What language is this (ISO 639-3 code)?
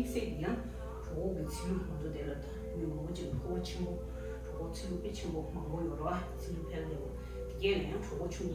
bod